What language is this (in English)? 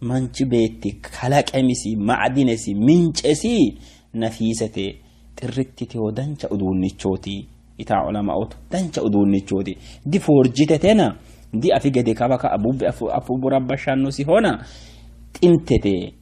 Sidamo